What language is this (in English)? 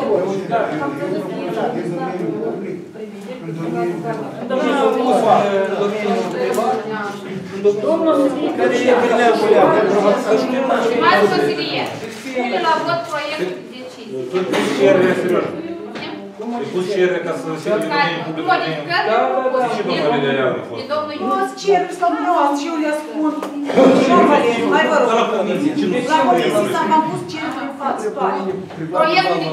Romanian